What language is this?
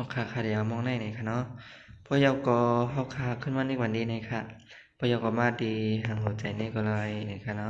Shan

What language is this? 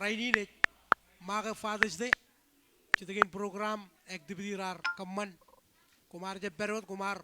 Marshallese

